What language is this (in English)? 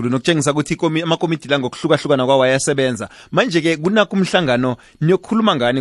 South Ndebele